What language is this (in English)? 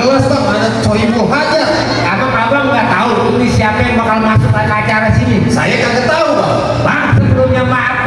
Betawi